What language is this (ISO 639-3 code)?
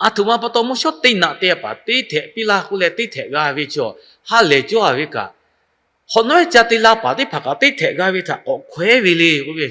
lhu